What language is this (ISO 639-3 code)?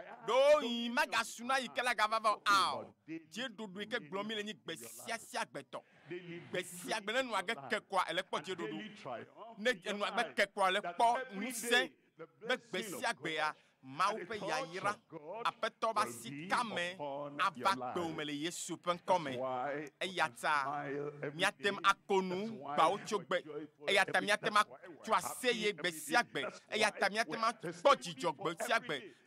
ewe